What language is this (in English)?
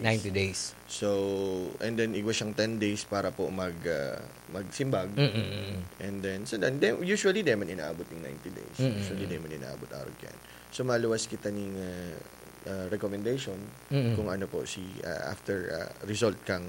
Bikol